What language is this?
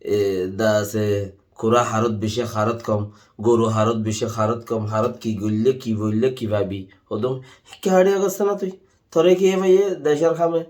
Rohingya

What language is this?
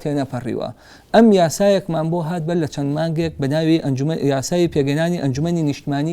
Central Kurdish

